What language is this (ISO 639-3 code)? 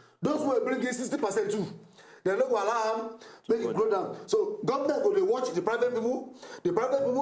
pcm